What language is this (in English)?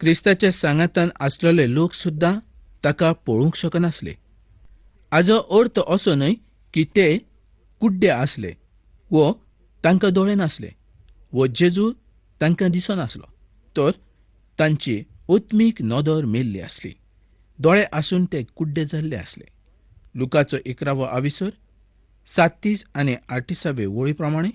Konkani